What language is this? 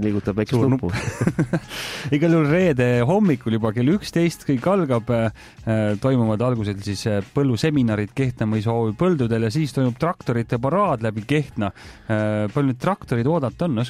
Estonian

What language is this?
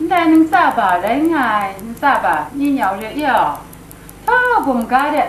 Kachin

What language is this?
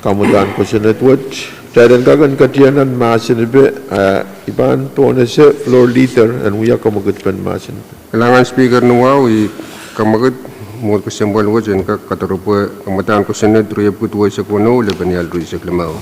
Pohnpeian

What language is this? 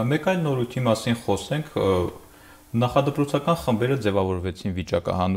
Armenian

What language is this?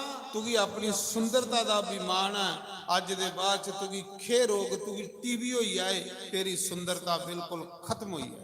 Dogri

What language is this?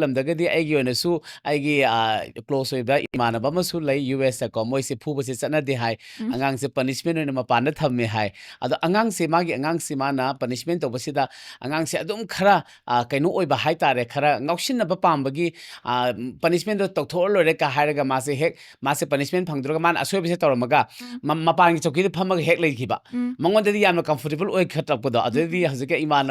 Manipuri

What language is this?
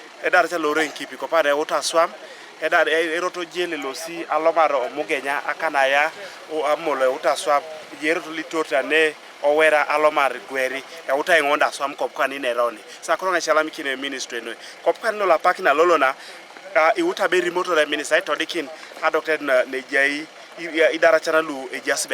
Teso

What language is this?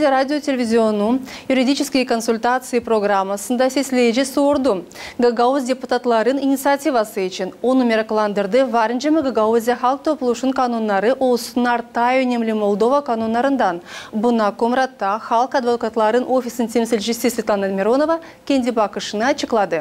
Gagauz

